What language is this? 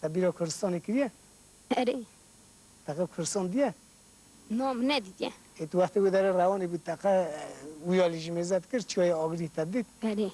Kurdish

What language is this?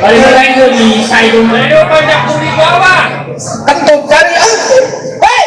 Betawi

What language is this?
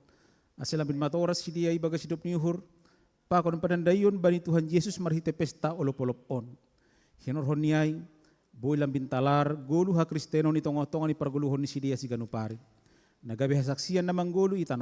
Batak Simalungun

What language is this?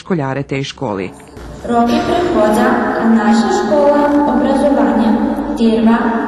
Rusyn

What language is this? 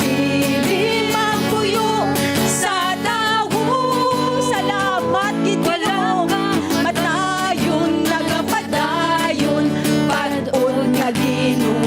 Hiligaynon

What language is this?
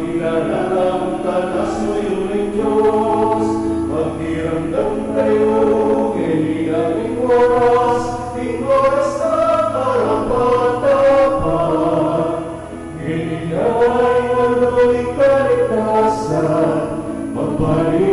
Pampanga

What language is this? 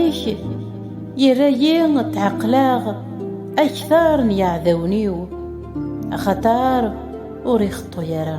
Kabyle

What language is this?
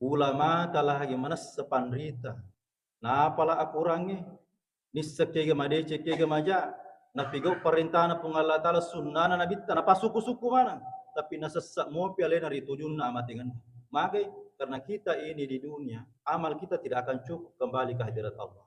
Buginese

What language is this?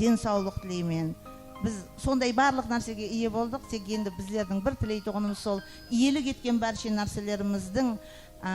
Kara-Kalpak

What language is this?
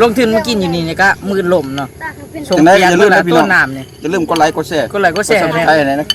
Northeastern Thai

